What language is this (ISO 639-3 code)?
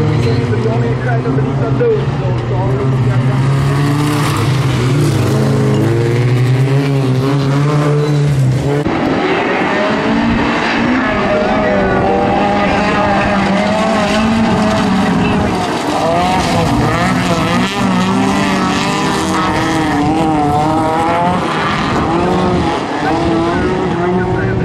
swe